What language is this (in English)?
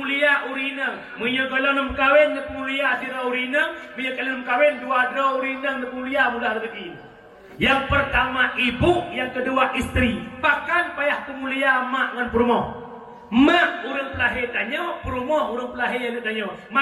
Achinese